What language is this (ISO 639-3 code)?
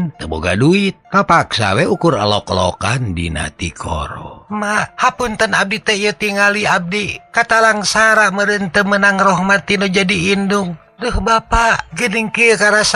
sun